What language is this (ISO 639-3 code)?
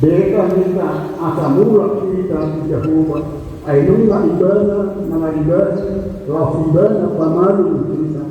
bbc